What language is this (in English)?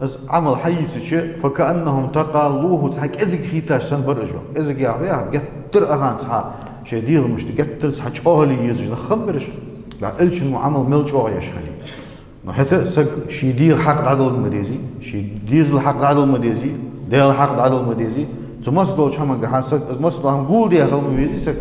Ingush